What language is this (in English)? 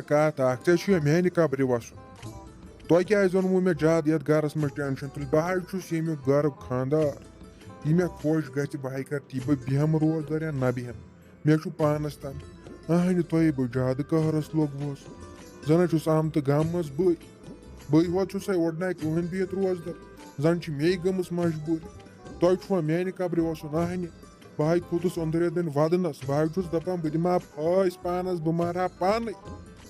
Kashmiri